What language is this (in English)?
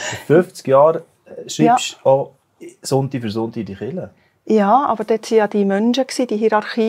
Swiss German